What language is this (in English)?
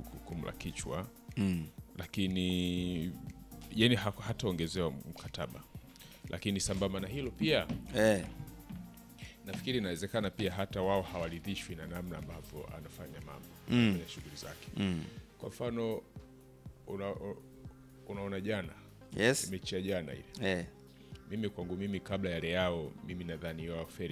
Swahili